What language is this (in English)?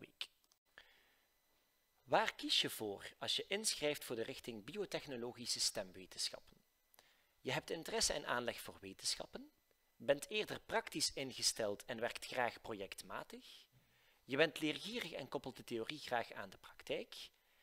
Dutch